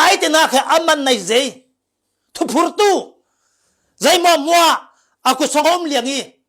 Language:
Falam Chin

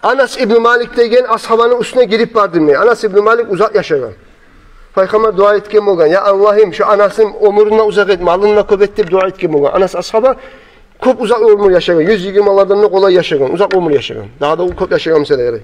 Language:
Kumyk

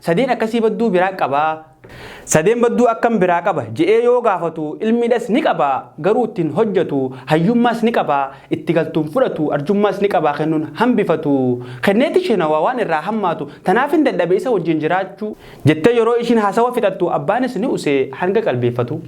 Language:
Oromo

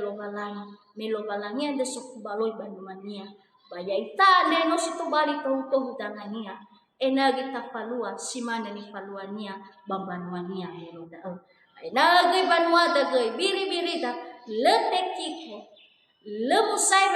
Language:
Nias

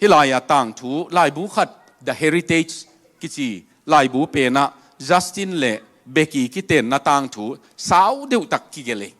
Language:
Tedim Chin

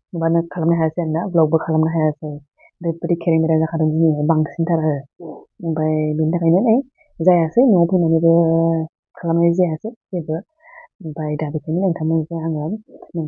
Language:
Bodo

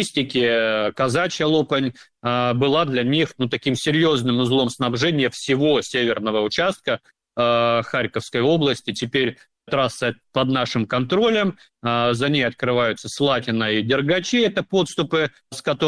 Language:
Russian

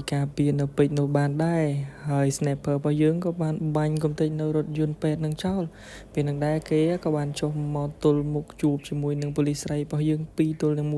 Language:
Khmer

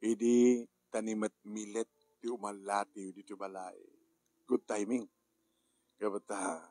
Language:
Iloko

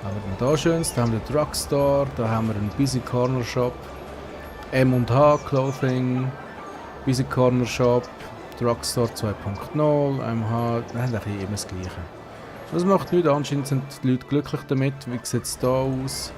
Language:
Swiss German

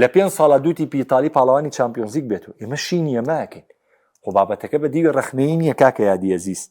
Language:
Central Kurdish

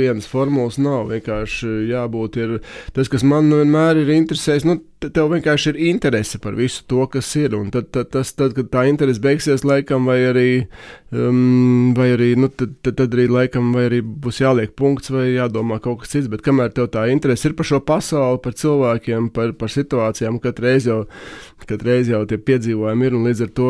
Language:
Latvian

